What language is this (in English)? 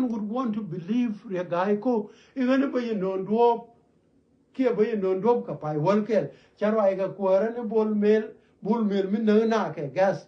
Nuer